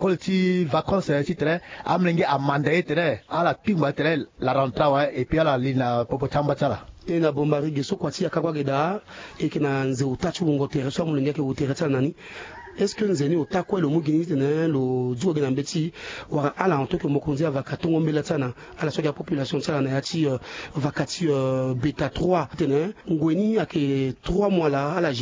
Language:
Sango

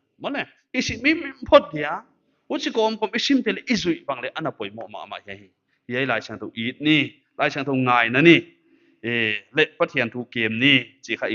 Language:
Paite Chin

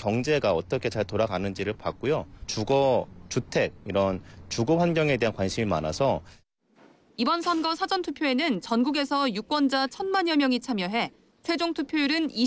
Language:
Korean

